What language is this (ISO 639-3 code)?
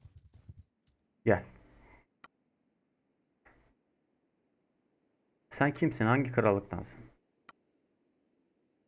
tur